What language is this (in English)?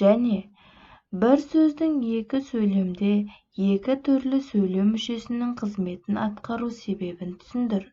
Kazakh